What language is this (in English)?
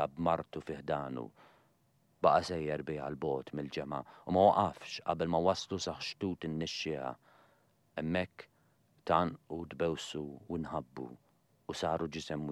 Maltese